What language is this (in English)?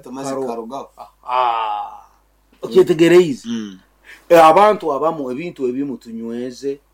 Nyoro